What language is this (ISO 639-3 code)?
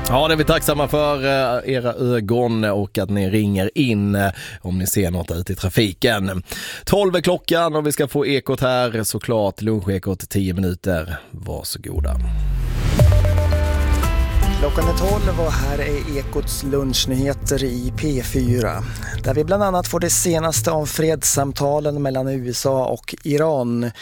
swe